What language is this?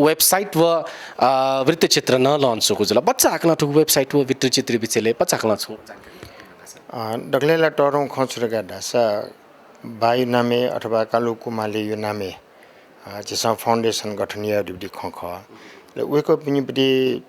Newari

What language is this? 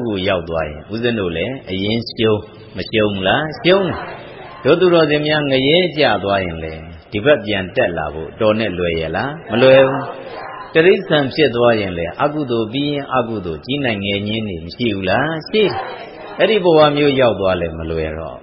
Burmese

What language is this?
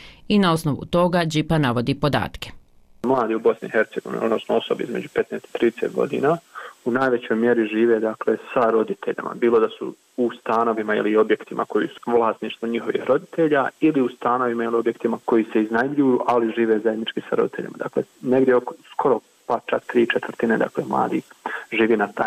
Bosnian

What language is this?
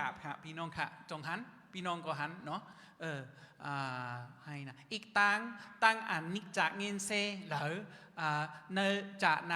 Shan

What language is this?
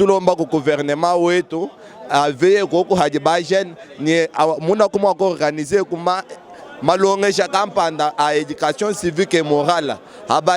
Luba-Lulua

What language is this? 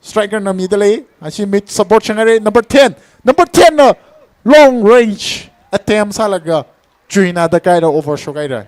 Tangkhul Naga (India)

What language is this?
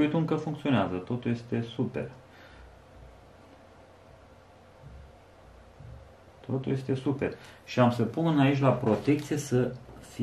Romanian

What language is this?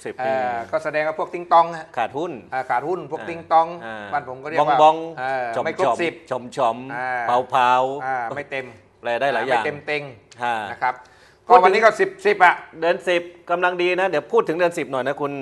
Thai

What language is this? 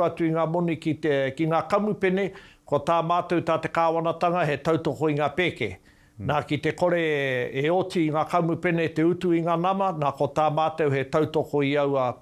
Māori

